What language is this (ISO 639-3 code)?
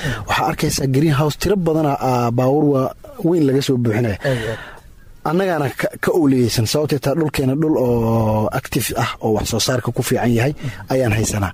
som